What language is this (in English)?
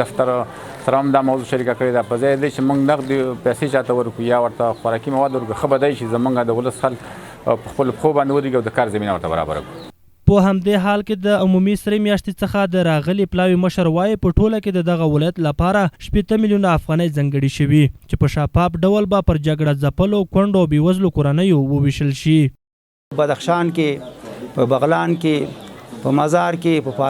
Pashto